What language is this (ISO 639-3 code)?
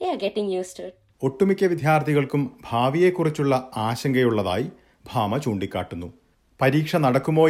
mal